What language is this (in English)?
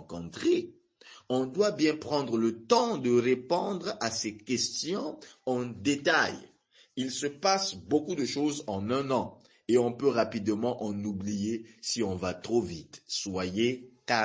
French